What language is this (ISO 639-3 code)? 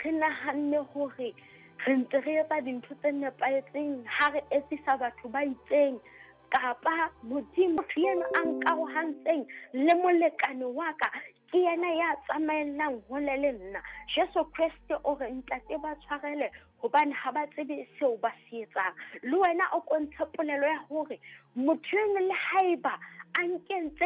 sot